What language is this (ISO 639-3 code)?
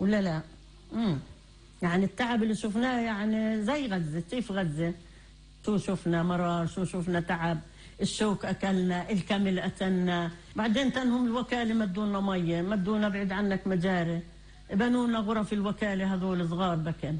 apc